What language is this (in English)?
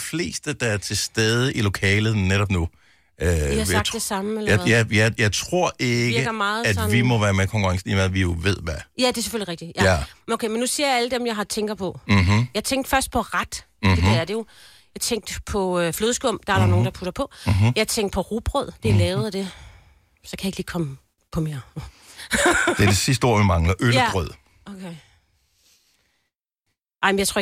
Danish